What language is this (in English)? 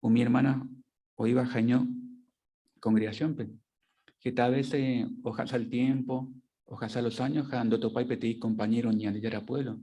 Guarani